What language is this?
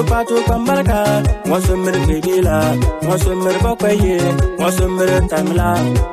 Bimoba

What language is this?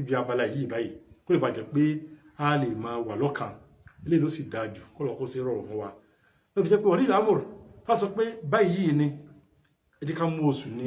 Yoruba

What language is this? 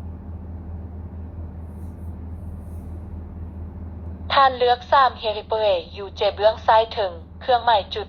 Lao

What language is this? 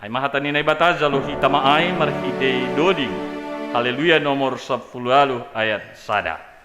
Batak Simalungun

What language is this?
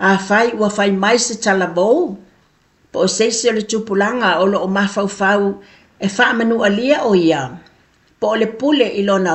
Samoan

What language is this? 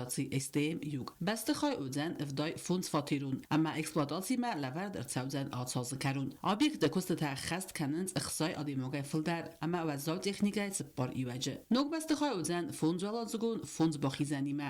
Ossetic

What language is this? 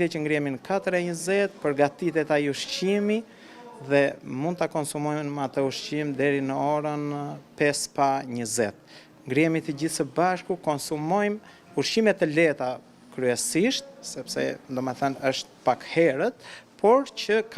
Albanian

